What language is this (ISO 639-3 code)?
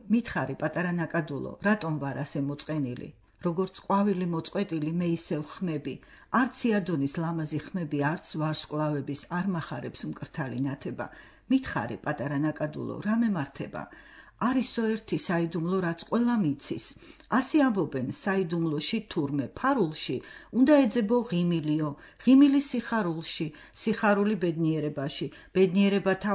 kat